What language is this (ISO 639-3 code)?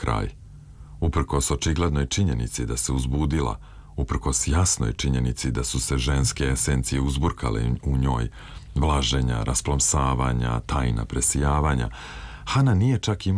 srp